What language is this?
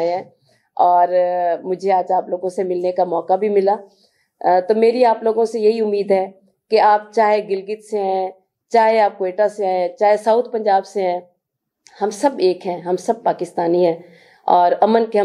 Urdu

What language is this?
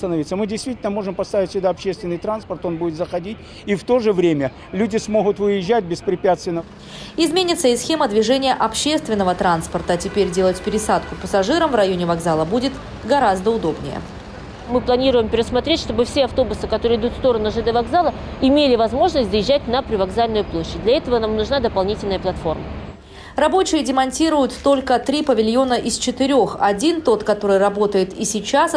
Russian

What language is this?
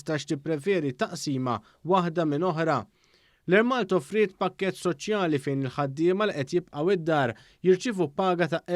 Maltese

